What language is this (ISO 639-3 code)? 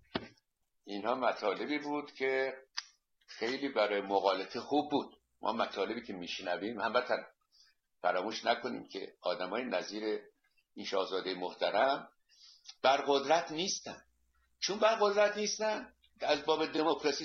fas